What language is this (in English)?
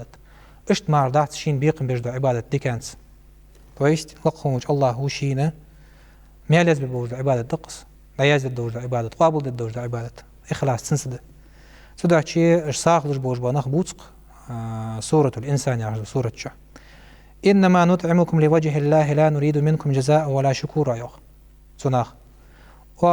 Ingush